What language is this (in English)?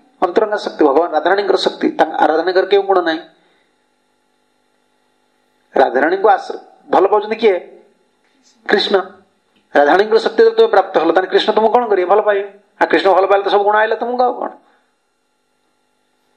Odia